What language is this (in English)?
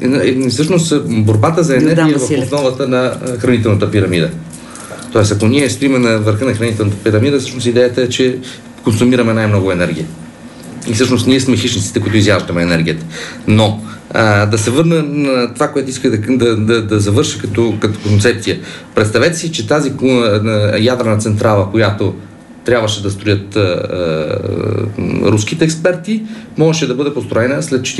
Bulgarian